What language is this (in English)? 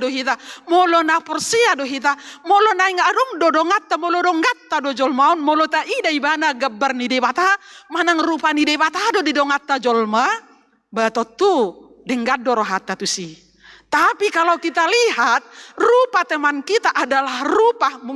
Batak Toba